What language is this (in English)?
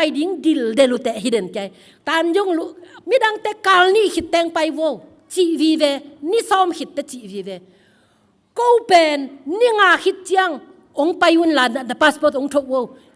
Tedim Chin